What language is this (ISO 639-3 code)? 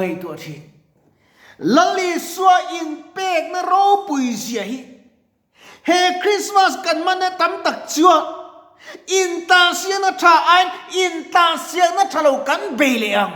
lus